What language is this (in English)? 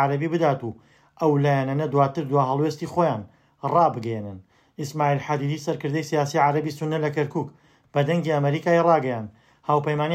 Central Kurdish